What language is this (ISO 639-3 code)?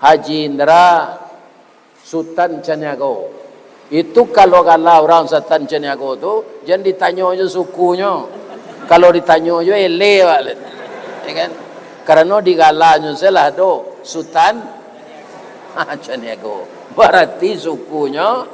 min